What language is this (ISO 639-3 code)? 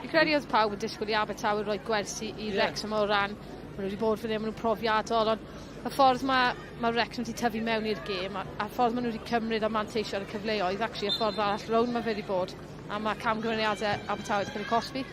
cym